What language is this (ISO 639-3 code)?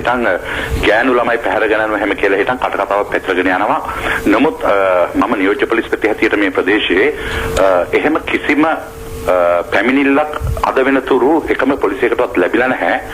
sin